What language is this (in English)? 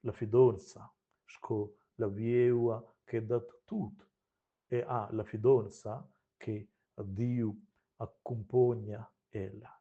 Romansh